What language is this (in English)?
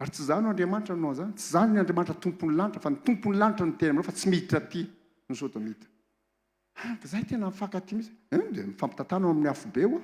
Malagasy